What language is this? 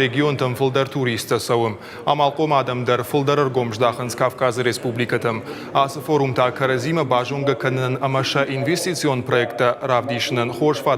Ossetic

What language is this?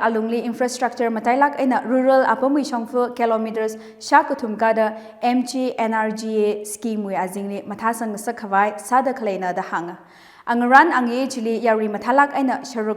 Tangkhul Naga (India)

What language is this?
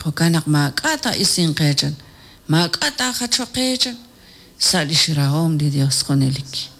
Kekchí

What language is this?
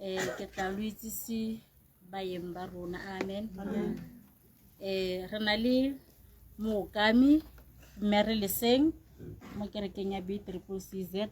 Tswana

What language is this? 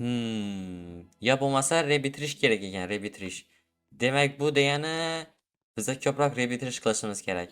Uzbek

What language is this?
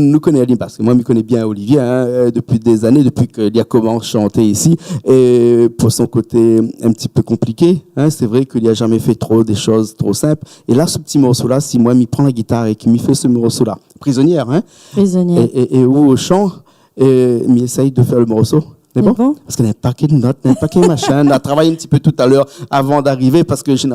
Réunion Creole French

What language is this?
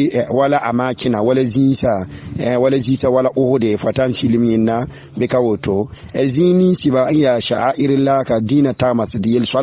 Mossi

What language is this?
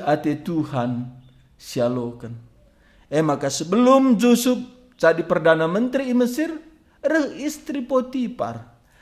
Batak Karo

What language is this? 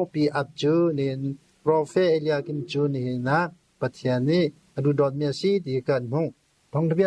Hakha Chin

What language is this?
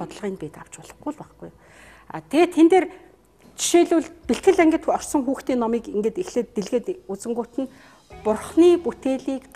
Mongolian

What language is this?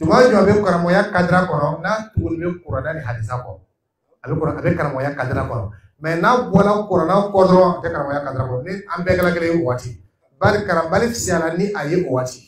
Dyula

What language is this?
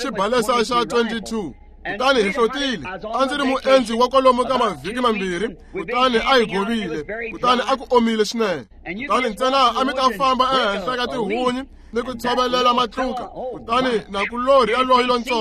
Tsonga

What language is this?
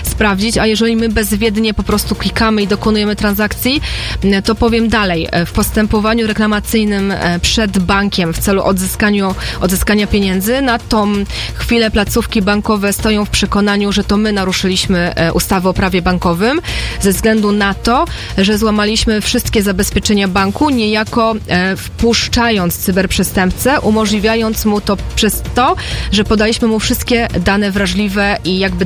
Polish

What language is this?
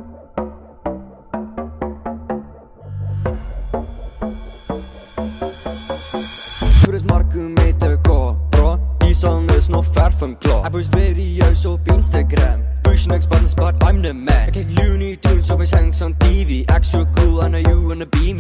Afrikaans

